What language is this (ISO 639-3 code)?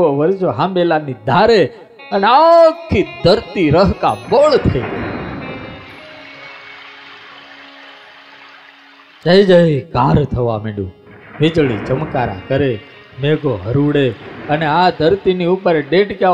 guj